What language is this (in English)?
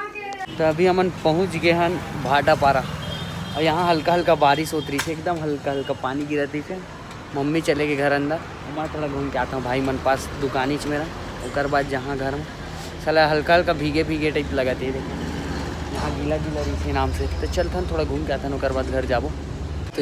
Chhattisgarhi